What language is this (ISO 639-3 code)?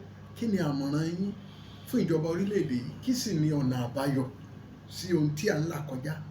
yor